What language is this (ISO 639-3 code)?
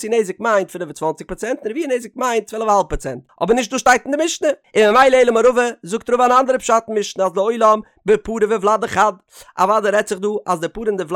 yid